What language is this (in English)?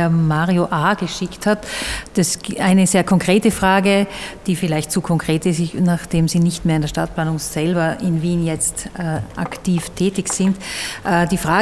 German